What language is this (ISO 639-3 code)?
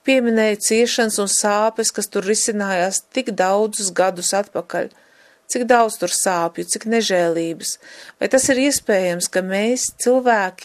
lav